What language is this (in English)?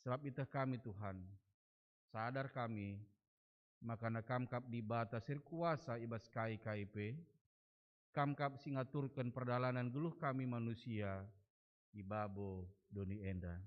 Batak Karo